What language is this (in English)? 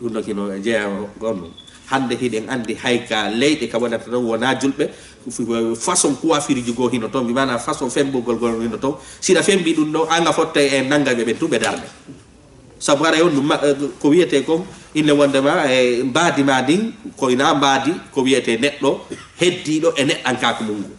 Fula